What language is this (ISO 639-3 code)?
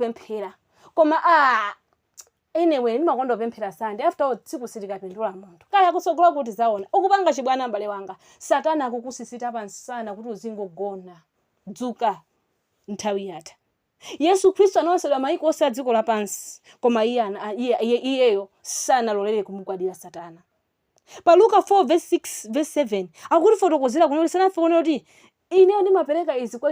nya